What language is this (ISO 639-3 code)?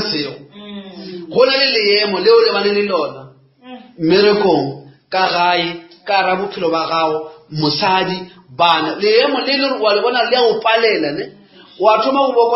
nso